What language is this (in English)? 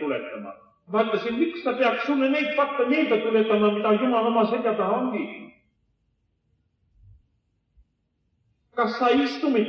Estonian